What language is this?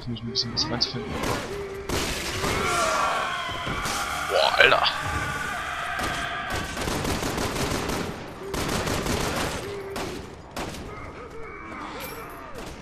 German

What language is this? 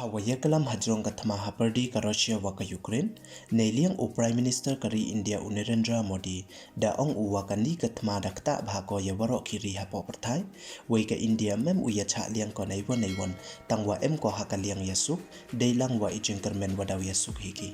Pnar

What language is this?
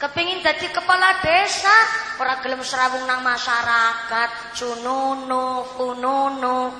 Javanese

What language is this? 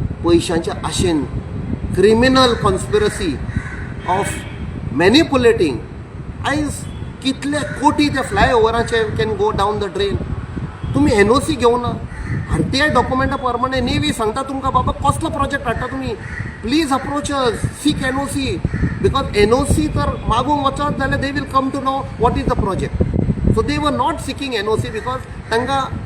Konkani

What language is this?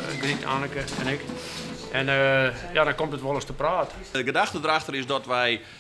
Western Frisian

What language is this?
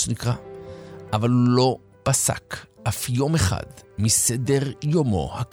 Hebrew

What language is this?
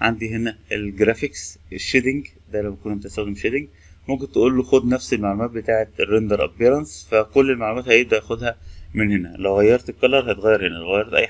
Egyptian Arabic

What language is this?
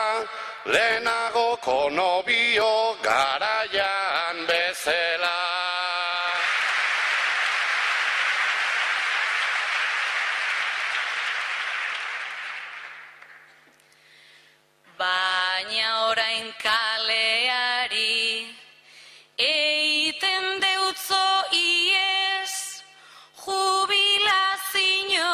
Basque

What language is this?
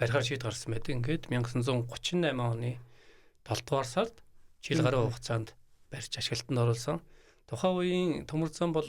Mongolian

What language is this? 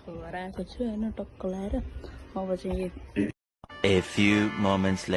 Nepali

